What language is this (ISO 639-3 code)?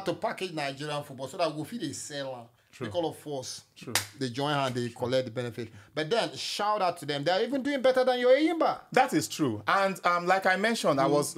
pcm